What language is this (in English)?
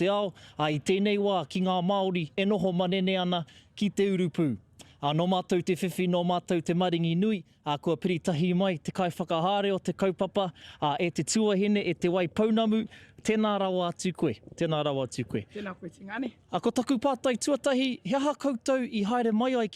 Māori